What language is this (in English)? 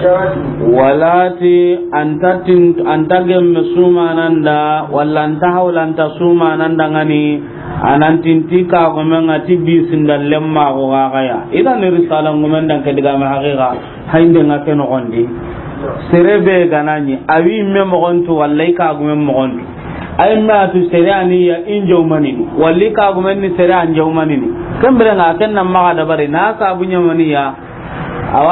Soninke